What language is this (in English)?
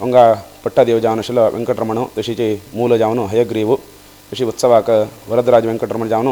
Konkani